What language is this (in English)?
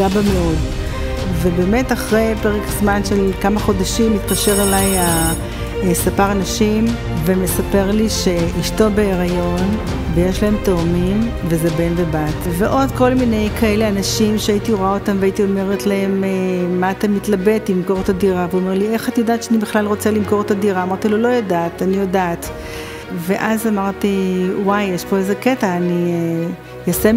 Hebrew